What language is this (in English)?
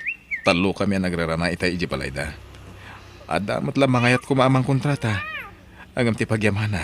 Iloko